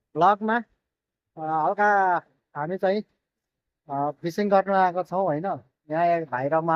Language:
Nepali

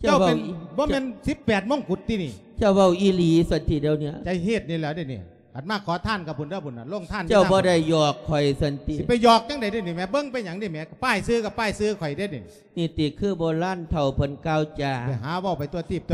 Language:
Lao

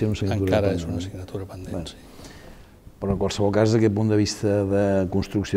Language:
Catalan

